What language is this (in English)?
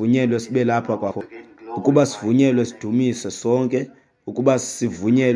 Xhosa